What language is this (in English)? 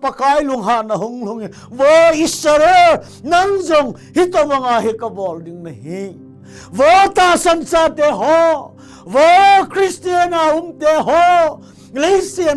Thado Chin